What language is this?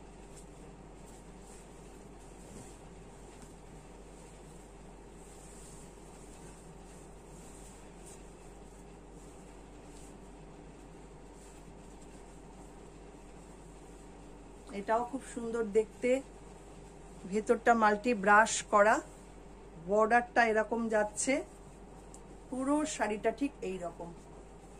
Bangla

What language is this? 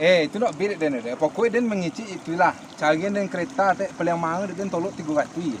Minangkabau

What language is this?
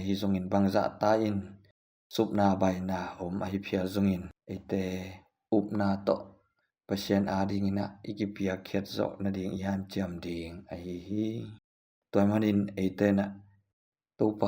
Tedim Chin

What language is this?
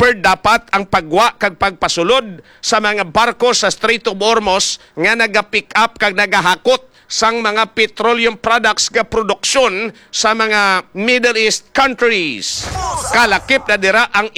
Hiligaynon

